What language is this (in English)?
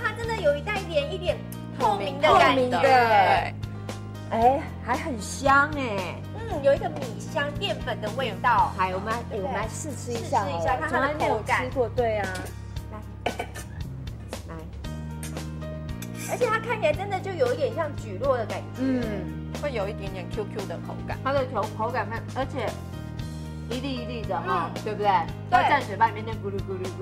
Chinese